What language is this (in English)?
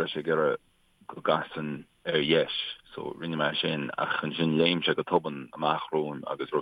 Irish